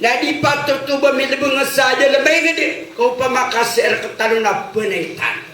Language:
Maranao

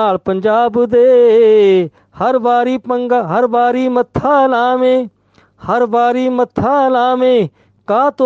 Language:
Punjabi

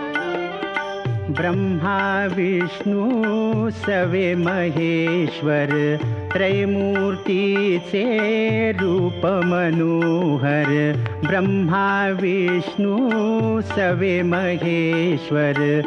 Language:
Marathi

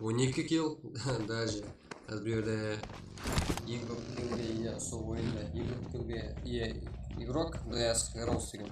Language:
Kara-Kalpak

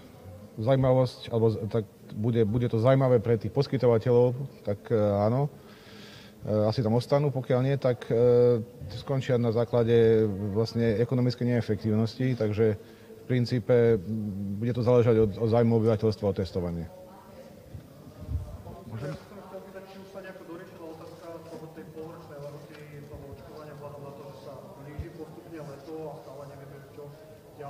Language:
Slovak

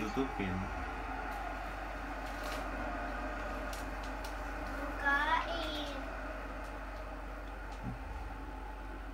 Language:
Indonesian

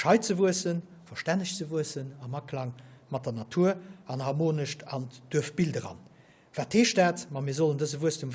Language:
Luxembourgish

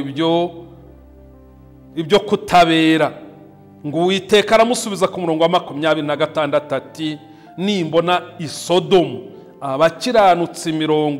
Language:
Kinyarwanda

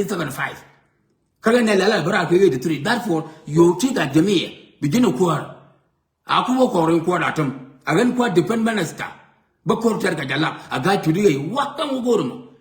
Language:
Nuer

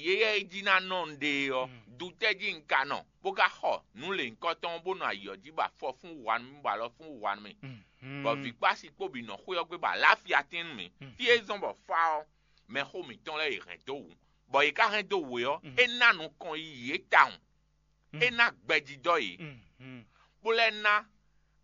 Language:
Fon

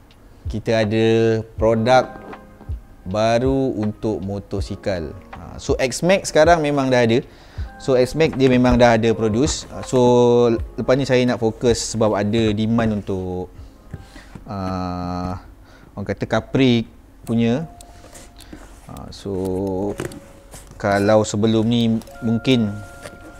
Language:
Malay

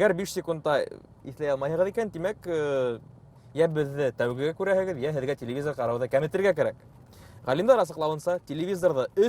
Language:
Bashkir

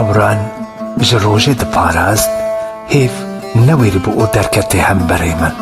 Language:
Kurdish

